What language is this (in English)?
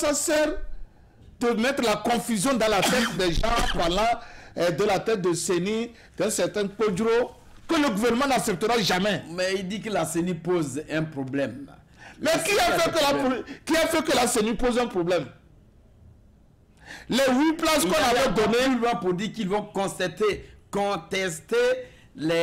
French